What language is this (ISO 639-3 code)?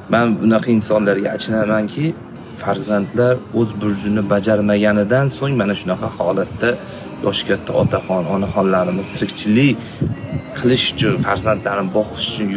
uzb